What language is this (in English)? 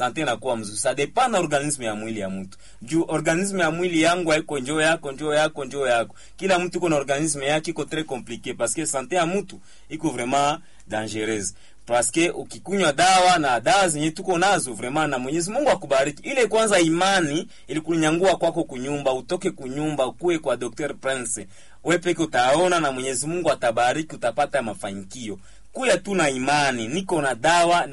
Swahili